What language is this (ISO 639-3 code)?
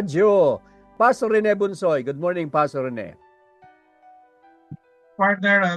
fil